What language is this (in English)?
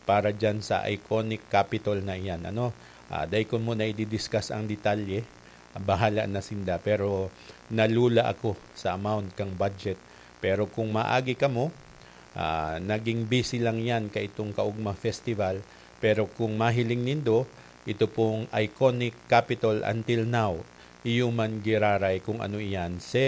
Bikol